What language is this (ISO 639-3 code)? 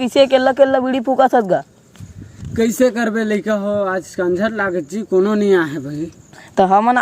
hne